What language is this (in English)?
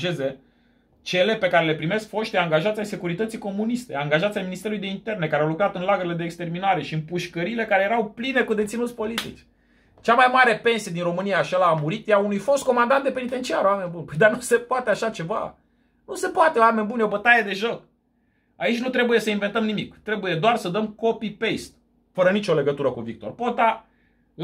Romanian